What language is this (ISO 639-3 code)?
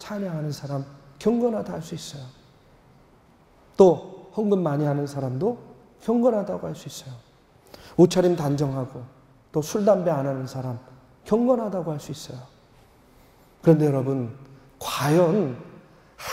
kor